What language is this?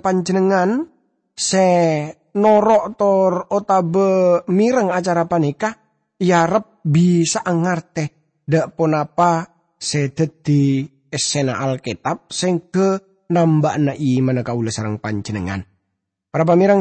Madurese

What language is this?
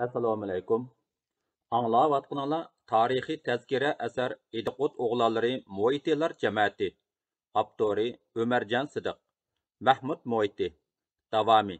Uyghur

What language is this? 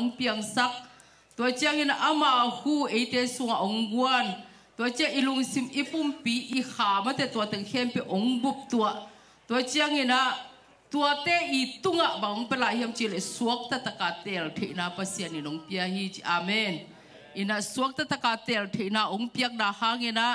Tedim Chin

